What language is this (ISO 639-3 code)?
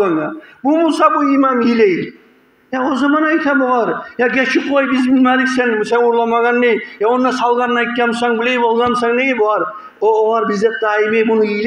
kum